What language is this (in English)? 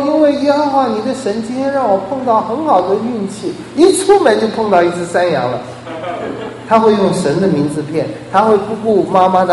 Chinese